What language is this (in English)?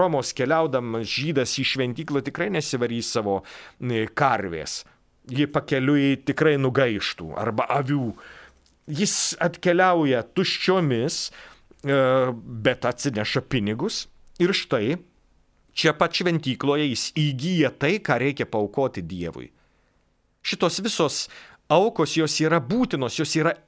Lithuanian